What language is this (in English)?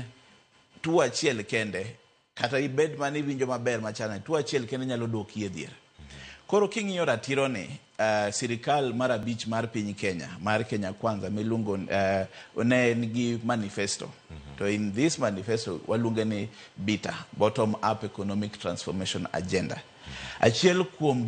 Luo (Kenya and Tanzania)